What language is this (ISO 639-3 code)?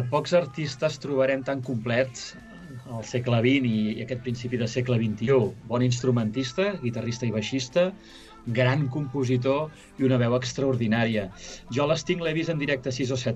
cat